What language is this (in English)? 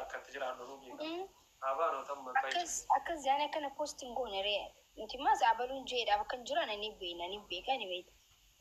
Oromo